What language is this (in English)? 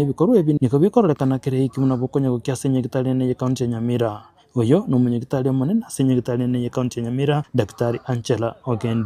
Gusii